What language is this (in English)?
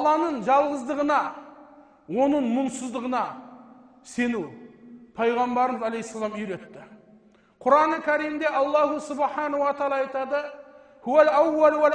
Kazakh